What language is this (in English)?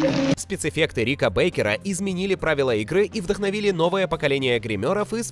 Russian